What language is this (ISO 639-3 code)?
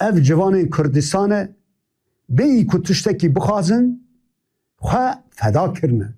kur